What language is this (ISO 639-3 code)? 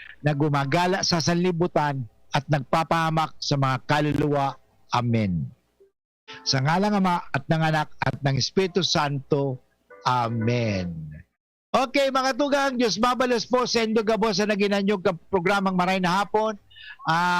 bik